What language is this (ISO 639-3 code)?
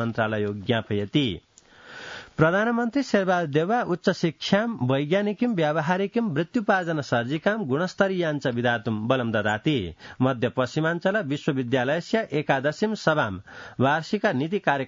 san